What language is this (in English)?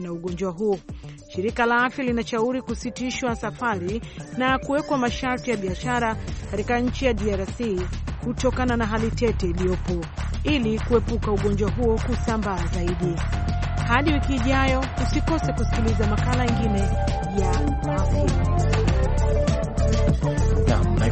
Swahili